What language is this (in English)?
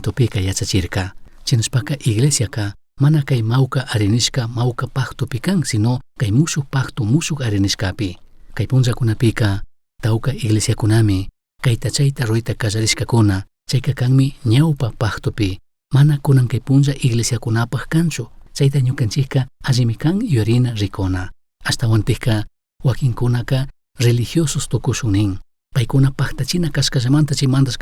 Chimborazo Highland Quichua